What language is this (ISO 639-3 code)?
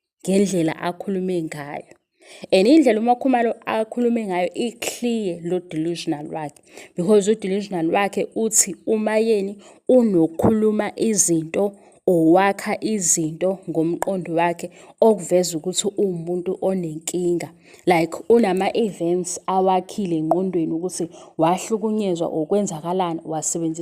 zul